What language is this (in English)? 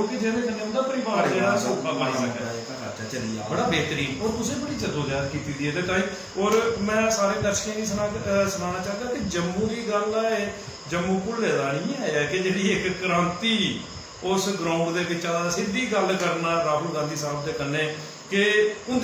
Dogri